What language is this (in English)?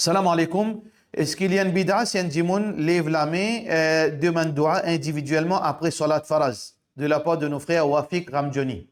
Morisyen